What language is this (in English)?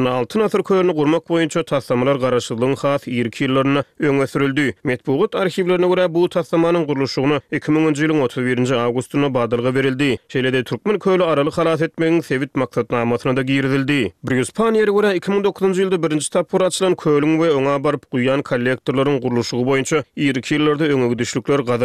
Turkmen